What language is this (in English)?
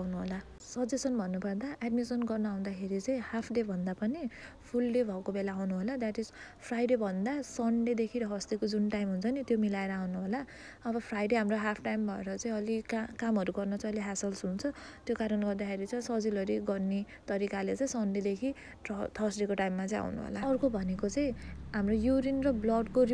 Nepali